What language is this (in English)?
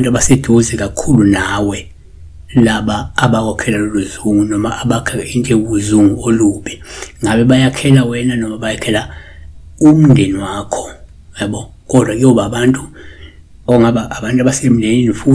Zulu